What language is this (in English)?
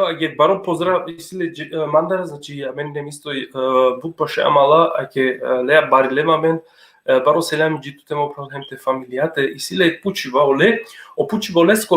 Balkan Romani